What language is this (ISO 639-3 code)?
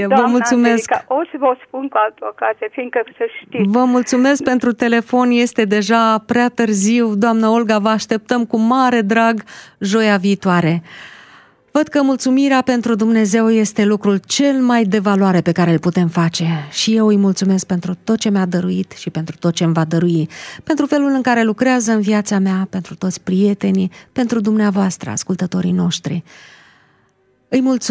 ron